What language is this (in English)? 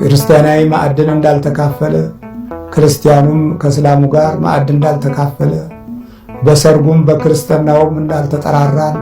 Amharic